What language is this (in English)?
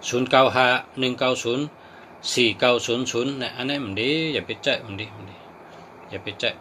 Shan